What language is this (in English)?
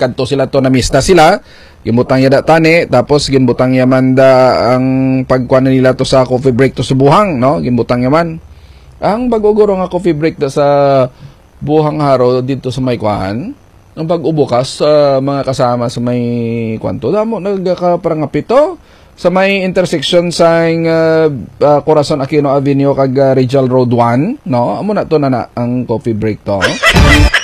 Hiligaynon